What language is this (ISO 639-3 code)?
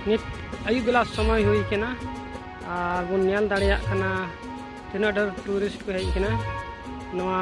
sat